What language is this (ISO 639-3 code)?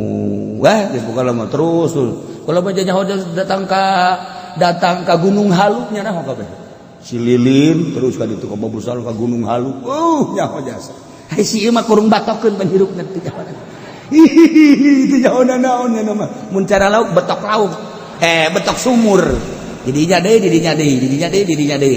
sun